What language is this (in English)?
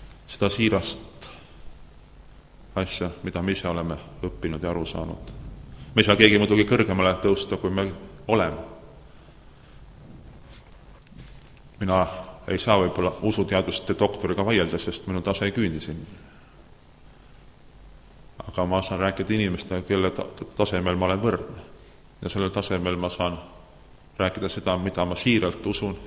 Estonian